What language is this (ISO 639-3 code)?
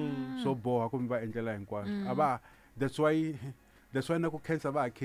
tso